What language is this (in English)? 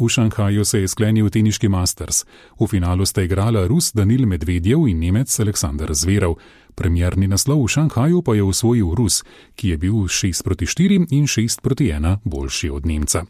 Slovenian